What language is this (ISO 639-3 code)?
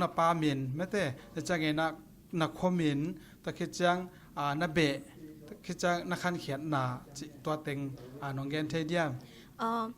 ctd